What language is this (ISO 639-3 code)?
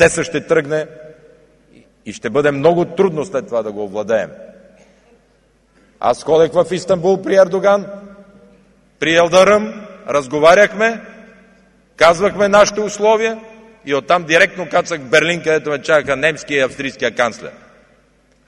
bul